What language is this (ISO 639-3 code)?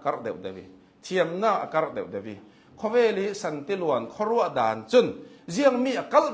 cnh